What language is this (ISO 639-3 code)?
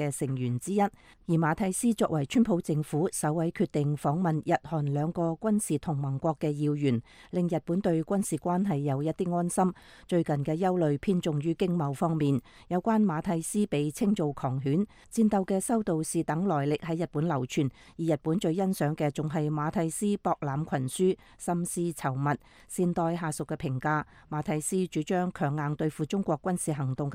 yue